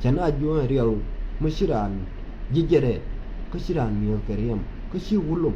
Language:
Nuer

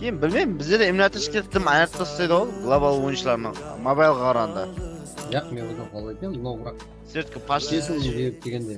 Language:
Kara-Kalpak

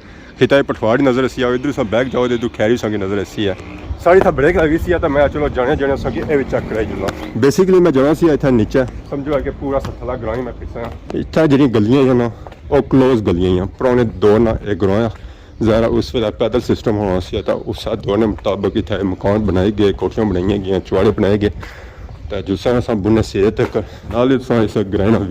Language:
Pahari-Potwari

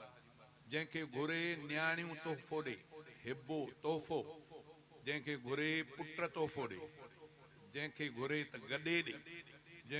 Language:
Sindhi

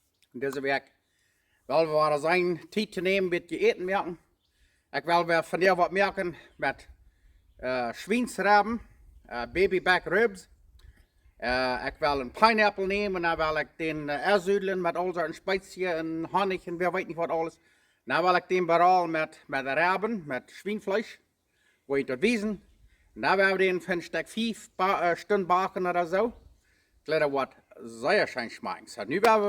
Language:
Plautdietsch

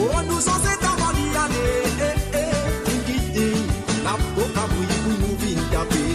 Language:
Morisyen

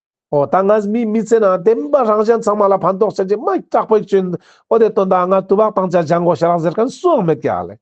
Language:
Ladakhi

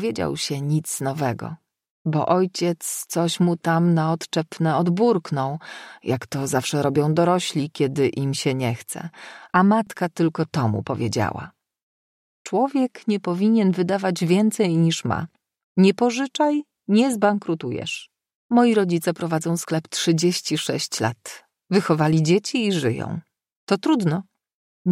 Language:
Polish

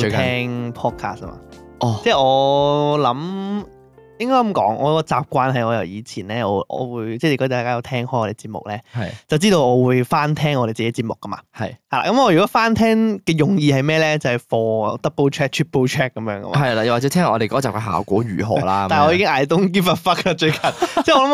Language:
Cantonese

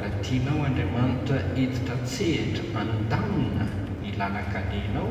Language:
Malagasy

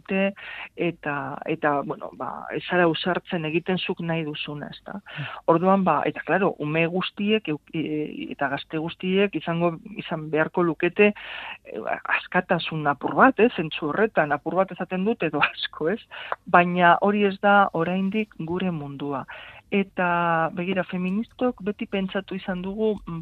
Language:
Basque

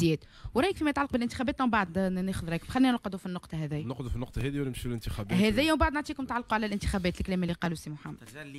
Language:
Tunisian Arabic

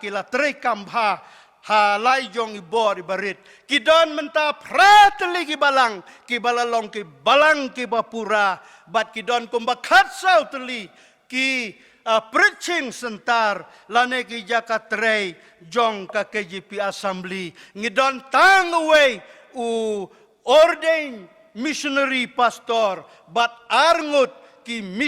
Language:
Khasi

